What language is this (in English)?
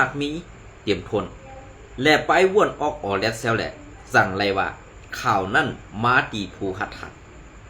Shan